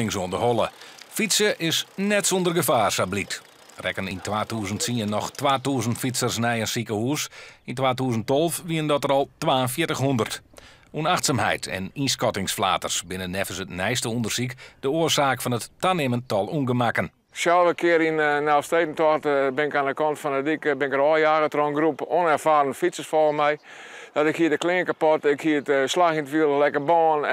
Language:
Western Frisian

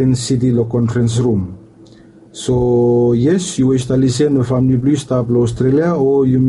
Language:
Bislama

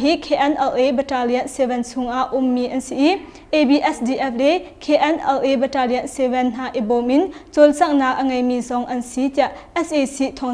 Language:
Hakha Chin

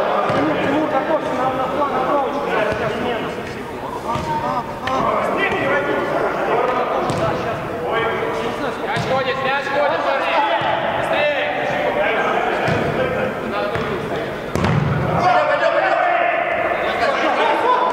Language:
Russian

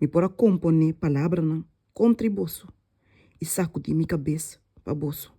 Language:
Papiamento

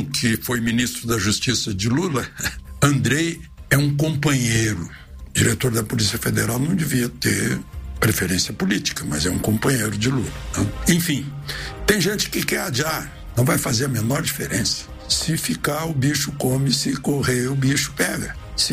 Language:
Portuguese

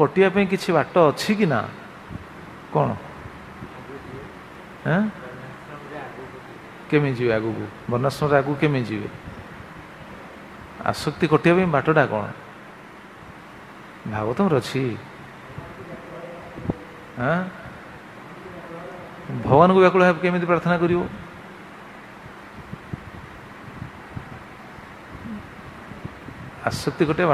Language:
Odia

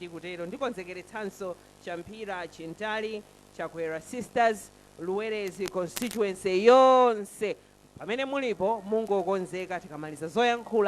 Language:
Nyanja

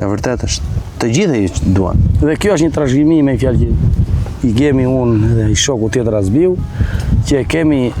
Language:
Albanian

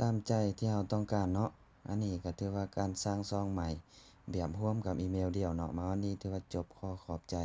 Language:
Lao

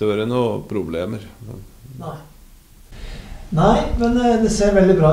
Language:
Norwegian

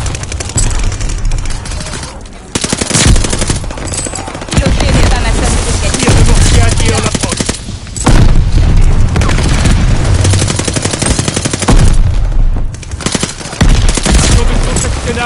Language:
French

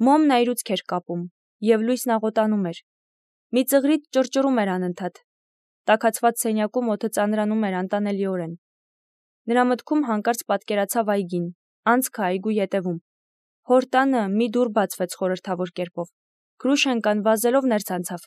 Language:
Armenian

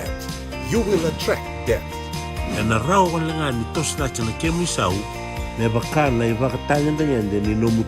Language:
Fijian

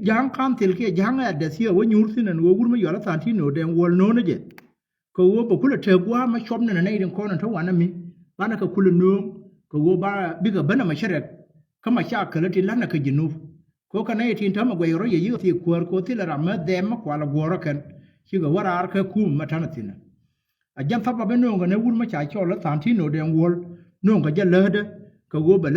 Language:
Nuer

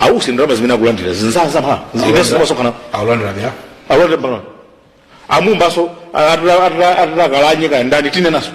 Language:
Nyanja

